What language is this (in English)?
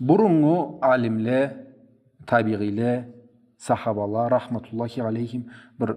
Karachay-Balkar